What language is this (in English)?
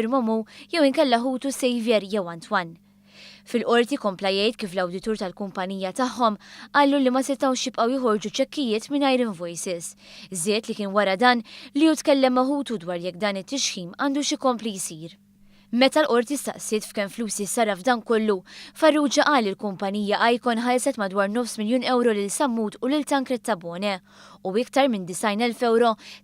Maltese